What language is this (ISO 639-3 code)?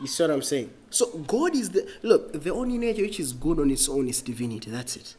eng